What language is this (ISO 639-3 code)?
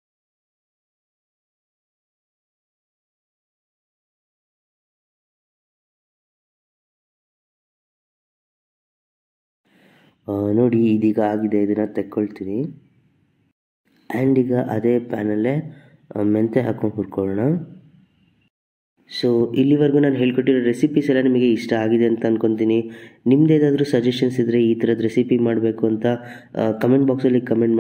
kan